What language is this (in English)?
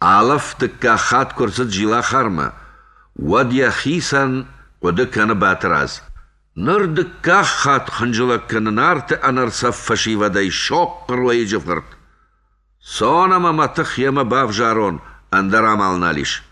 Ossetic